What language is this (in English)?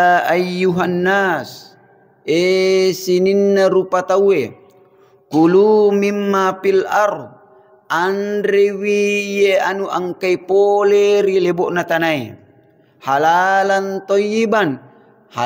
Buginese